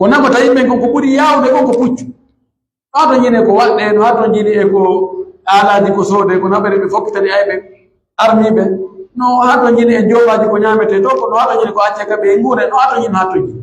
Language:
Pular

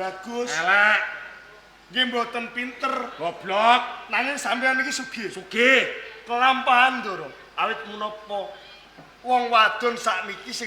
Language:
Javanese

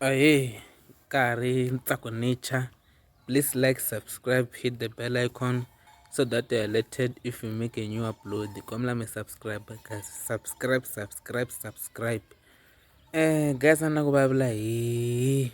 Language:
Tsonga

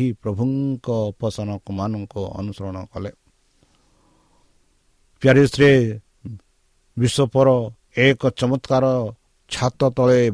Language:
Odia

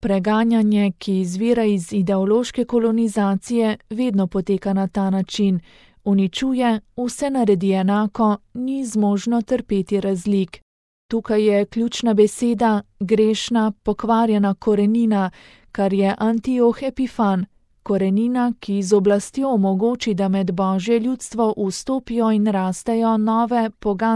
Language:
Slovenian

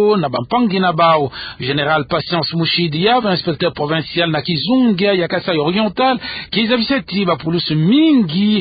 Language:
Kituba (Democratic Republic of Congo)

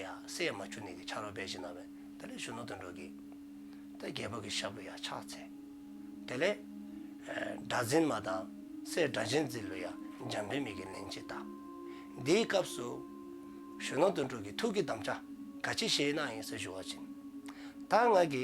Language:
Dzongkha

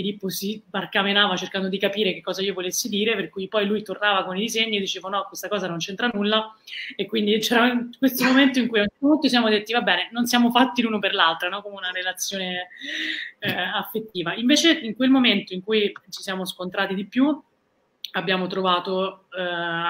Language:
Italian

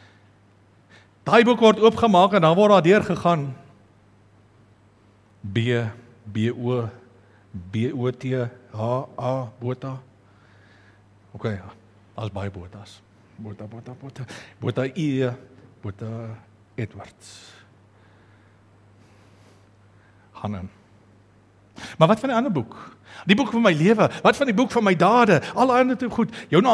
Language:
Afrikaans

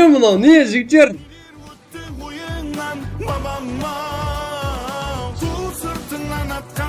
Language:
Kara-Kalpak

